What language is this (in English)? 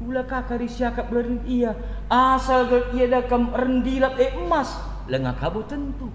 Batak Karo